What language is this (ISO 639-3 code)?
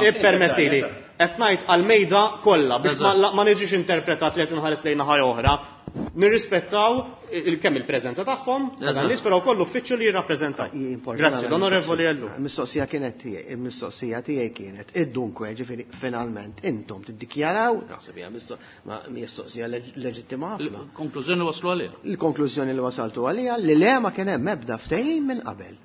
mlt